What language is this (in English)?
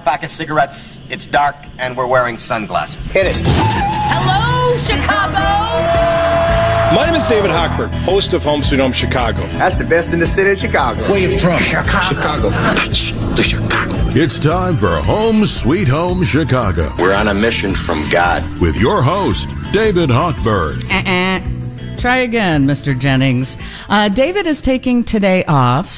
English